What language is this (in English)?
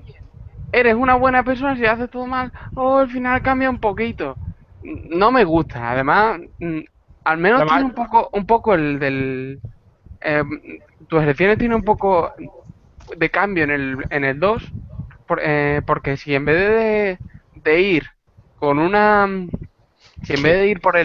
Spanish